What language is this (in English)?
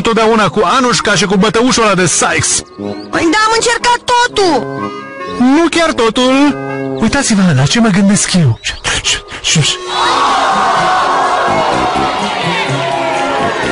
Romanian